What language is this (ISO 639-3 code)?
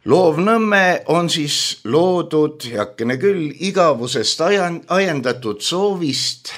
est